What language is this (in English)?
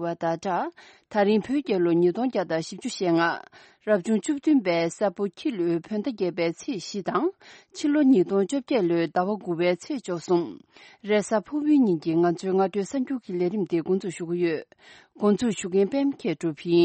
Tibetan